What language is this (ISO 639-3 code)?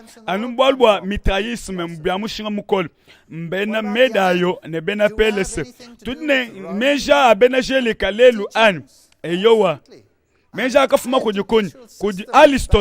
lua